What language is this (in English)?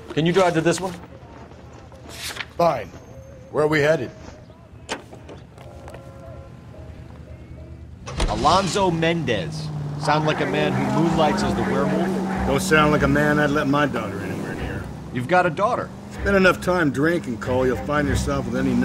English